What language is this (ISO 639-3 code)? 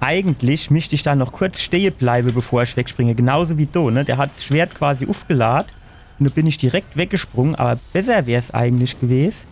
pfl